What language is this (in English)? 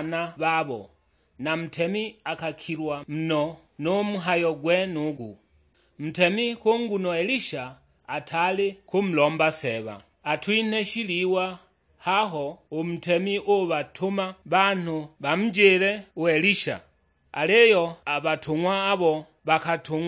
Sukuma